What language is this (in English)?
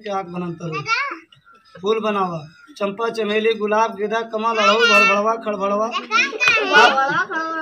Bhojpuri